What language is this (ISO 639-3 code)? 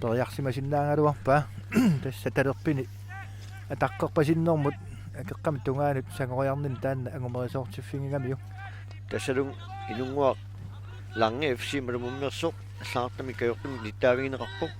kal